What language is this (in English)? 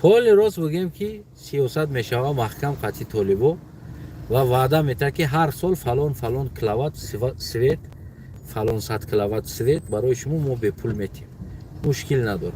Tajik